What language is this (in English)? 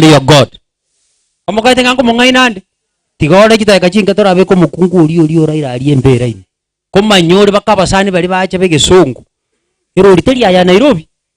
Gusii